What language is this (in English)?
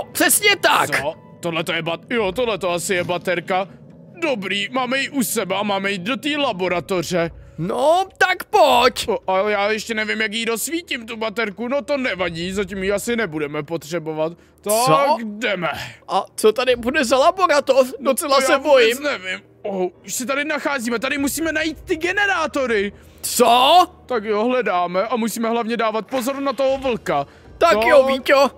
Czech